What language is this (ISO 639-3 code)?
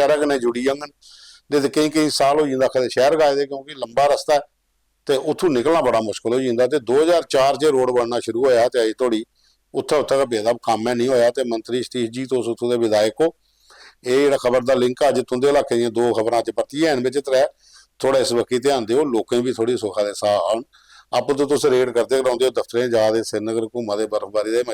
doi